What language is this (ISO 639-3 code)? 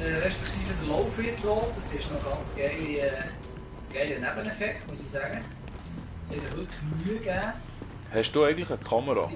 gsw